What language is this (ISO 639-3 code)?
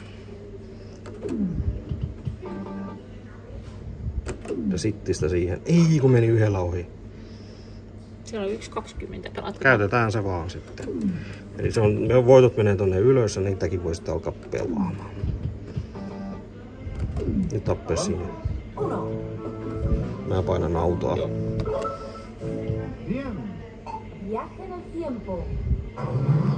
fin